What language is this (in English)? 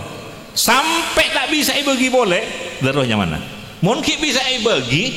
Madurese